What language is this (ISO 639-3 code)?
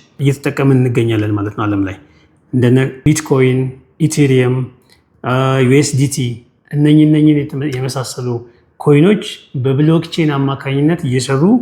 amh